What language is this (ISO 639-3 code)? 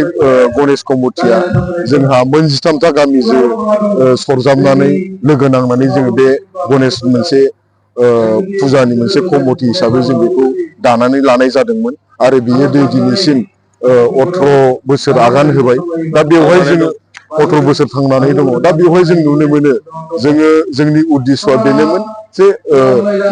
brx